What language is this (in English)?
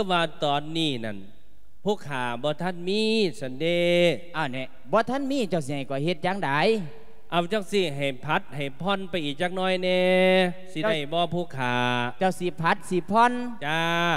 Lao